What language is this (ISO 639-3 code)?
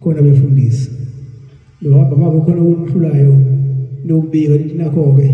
zul